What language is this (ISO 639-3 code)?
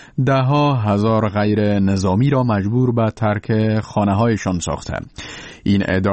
fas